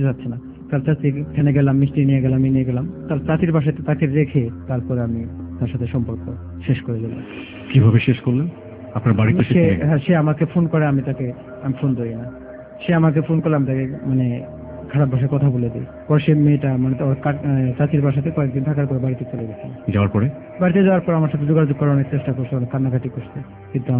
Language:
Bangla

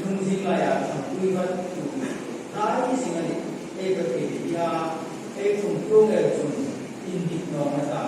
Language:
Hmar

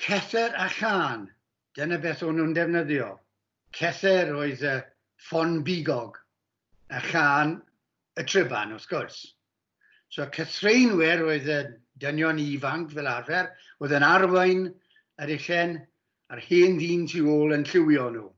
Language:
Welsh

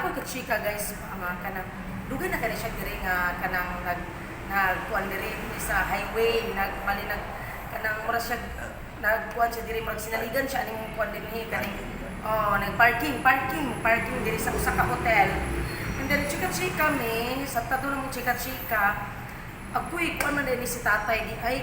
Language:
Cebuano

